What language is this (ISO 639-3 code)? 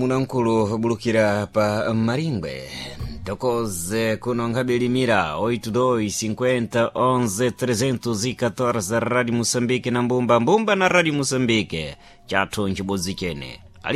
seh